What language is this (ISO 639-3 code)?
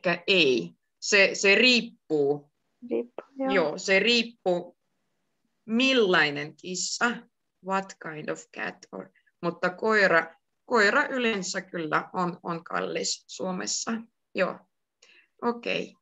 fin